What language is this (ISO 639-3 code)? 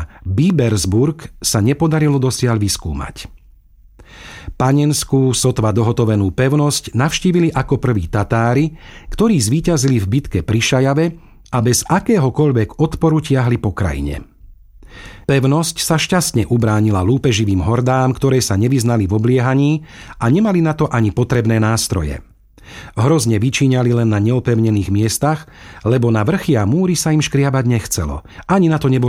slk